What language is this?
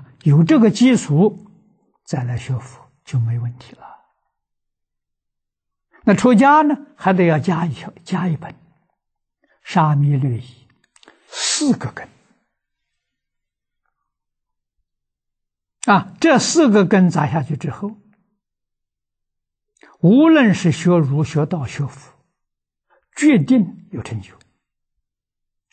Chinese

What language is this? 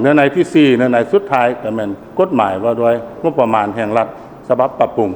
Lao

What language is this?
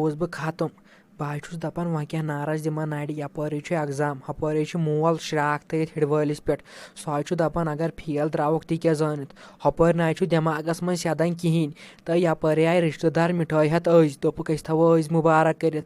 Kashmiri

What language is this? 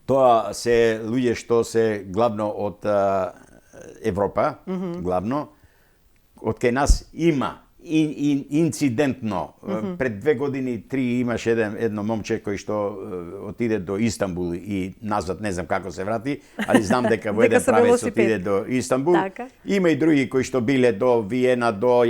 Macedonian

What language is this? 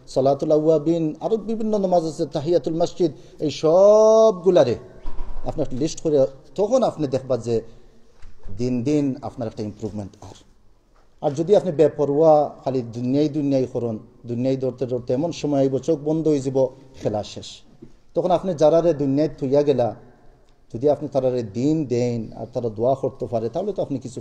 Sylheti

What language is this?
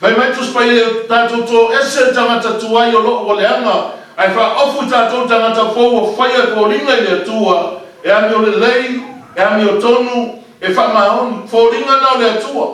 Samoan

